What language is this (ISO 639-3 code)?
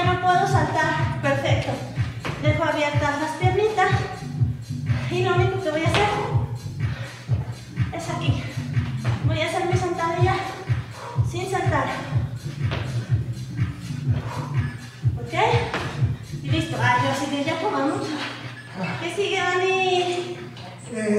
spa